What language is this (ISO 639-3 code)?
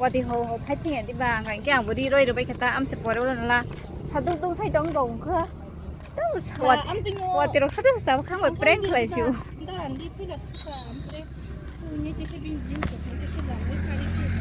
trp